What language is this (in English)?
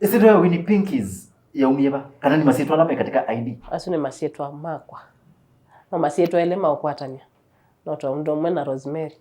Kamba